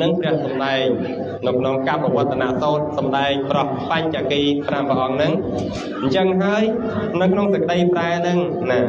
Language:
Khmer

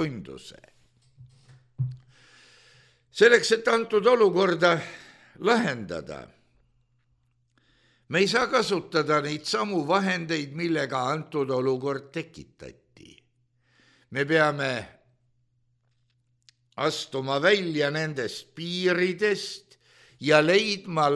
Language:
Estonian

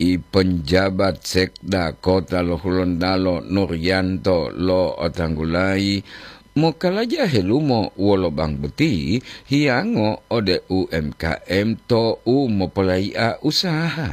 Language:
Gorontalo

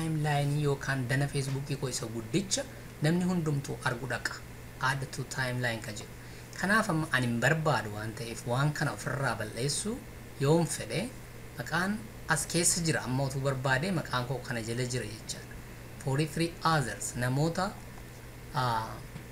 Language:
Oromo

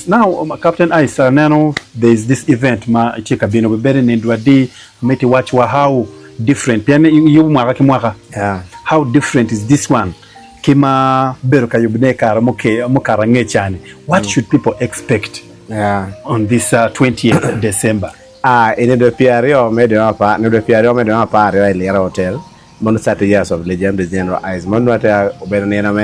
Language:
Acoli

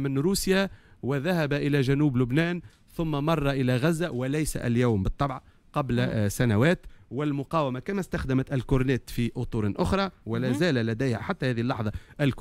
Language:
Tunisian Arabic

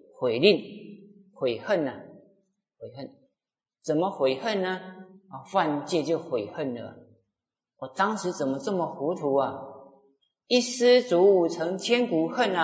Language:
Chinese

